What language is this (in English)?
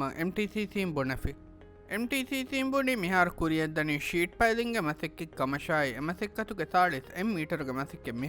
Divehi